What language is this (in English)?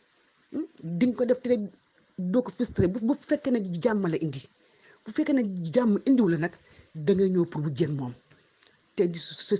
Wolof